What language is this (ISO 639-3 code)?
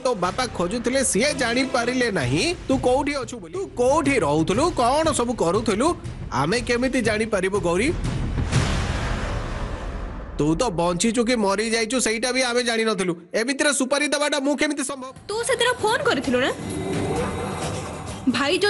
ori